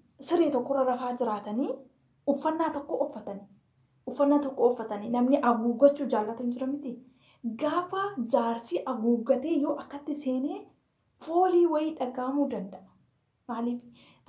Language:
Oromo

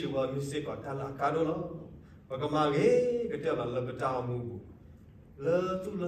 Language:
S'gaw Karen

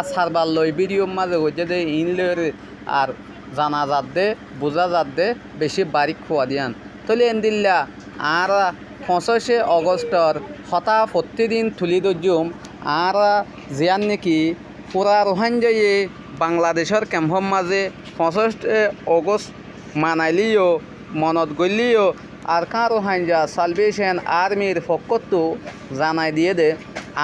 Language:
Rohingya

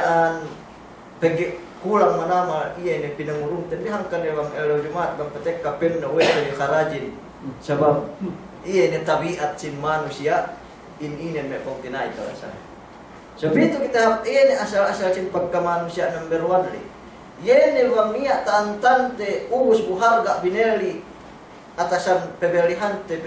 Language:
Yakan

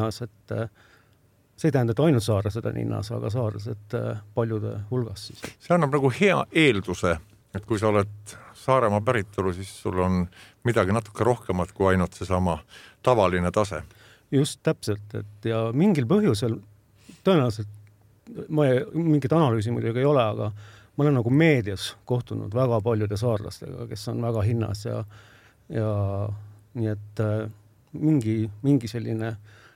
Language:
Estonian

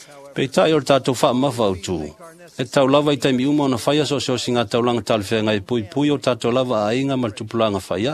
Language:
Samoan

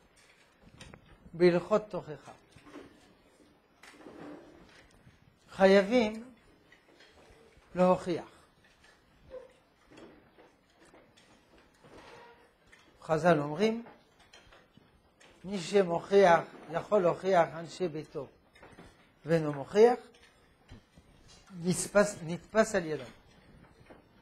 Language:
Hebrew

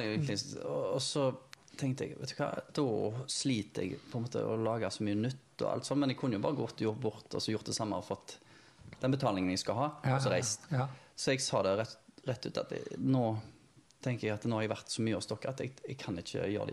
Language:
Norwegian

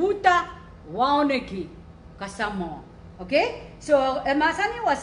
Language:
Pohnpeian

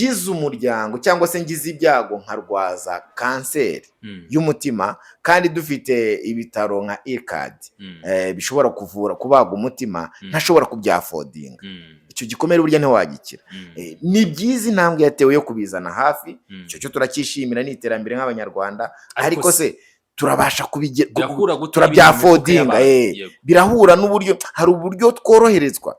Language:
Kinyarwanda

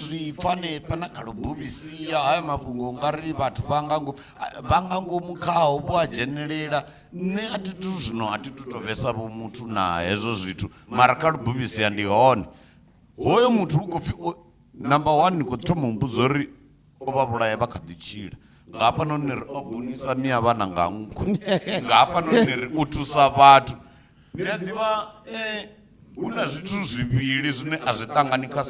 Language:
Venda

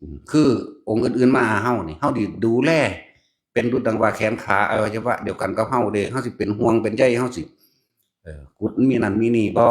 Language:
Northeastern Thai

